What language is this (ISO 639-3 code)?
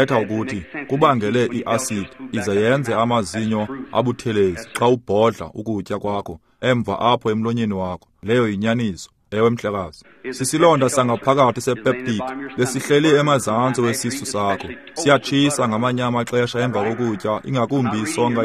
xho